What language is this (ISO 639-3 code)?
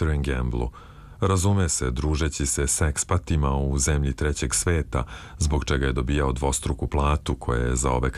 srp